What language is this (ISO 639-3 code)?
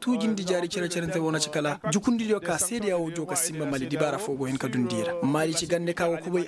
ses